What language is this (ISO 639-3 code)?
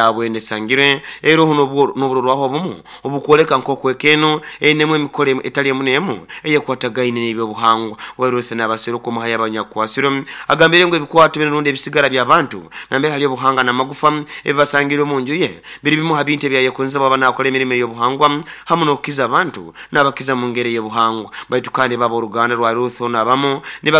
nyo